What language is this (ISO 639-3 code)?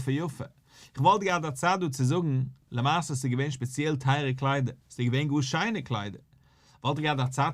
yid